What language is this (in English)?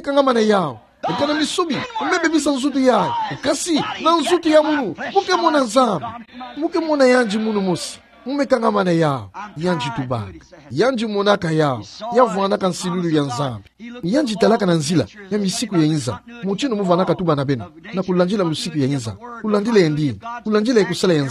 Kituba (Democratic Republic of Congo)